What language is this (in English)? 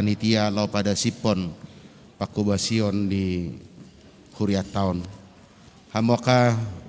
Batak Toba